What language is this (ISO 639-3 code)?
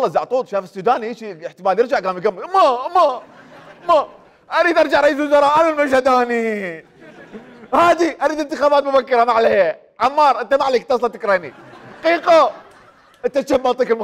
acm